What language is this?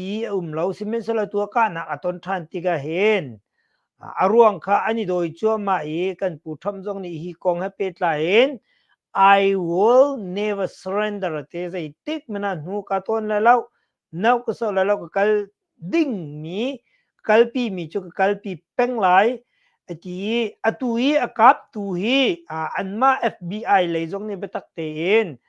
Hakha Chin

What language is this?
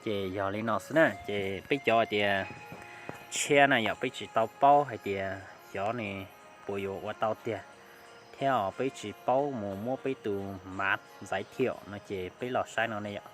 Hmong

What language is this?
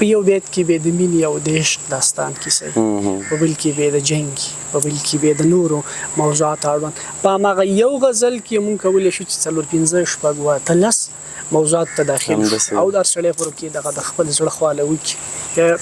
Pashto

